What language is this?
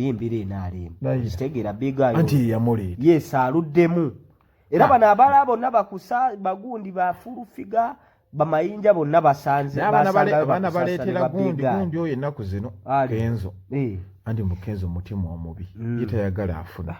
Ganda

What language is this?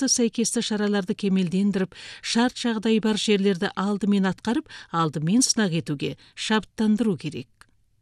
Kazakh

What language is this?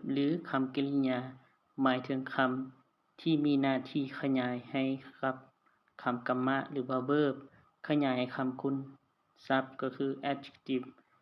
Lao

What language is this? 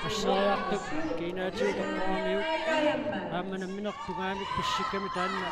Kalaallisut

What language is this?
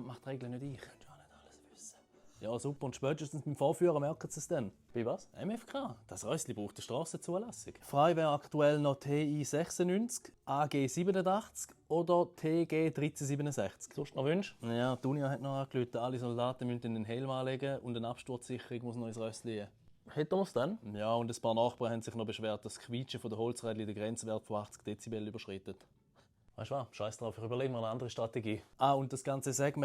Swiss German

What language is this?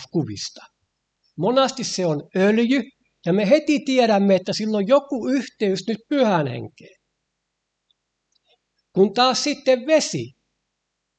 Finnish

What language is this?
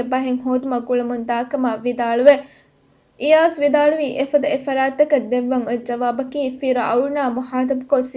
Divehi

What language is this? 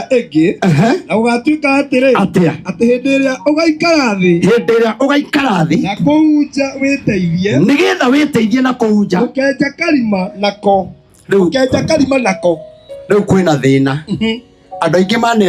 Kikuyu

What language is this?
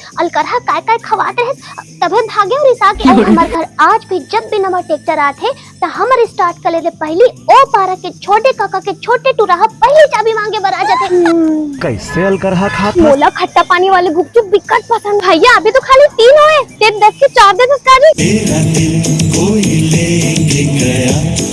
Chhattisgarhi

